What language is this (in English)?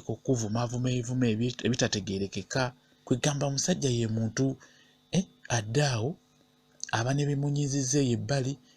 Ganda